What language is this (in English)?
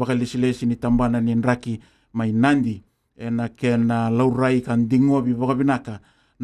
Fijian